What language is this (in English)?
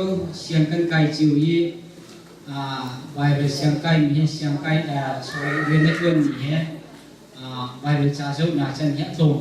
Hakha Chin